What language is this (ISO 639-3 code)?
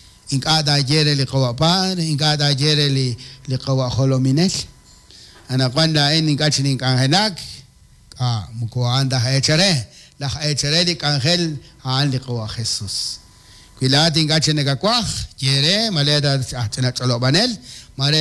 kek